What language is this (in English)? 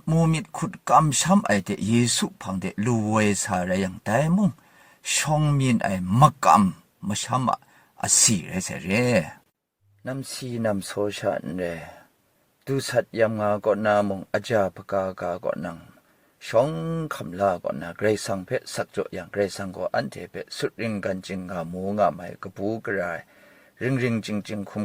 Kachin